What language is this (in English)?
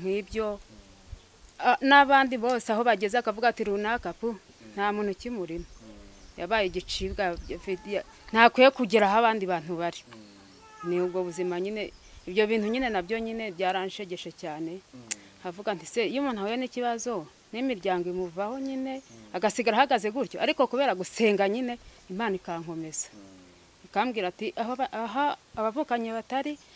Kinyarwanda